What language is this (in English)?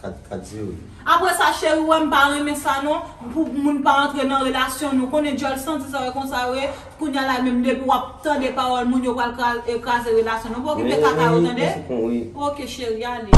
Haitian Creole